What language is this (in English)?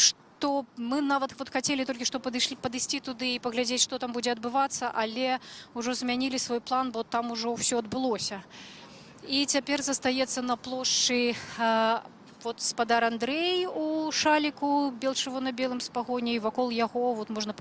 Belarusian